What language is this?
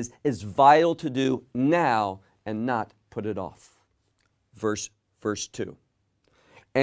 English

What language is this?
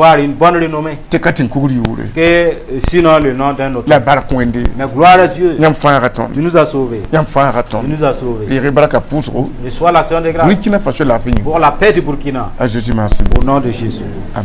Mossi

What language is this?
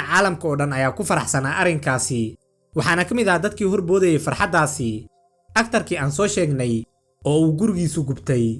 Somali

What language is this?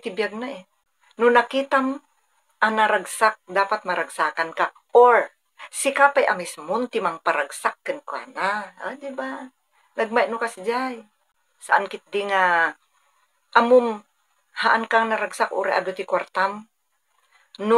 Iloko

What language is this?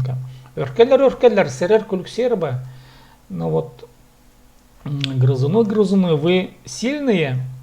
Khakas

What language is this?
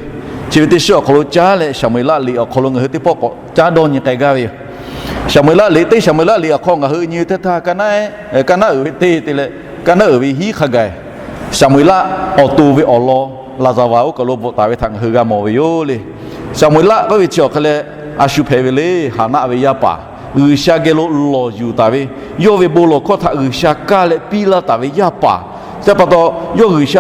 Lahu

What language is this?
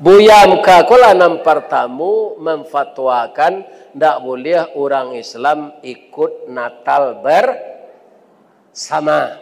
Minangkabau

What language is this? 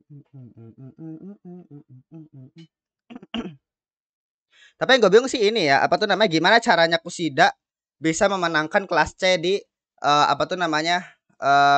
Indonesian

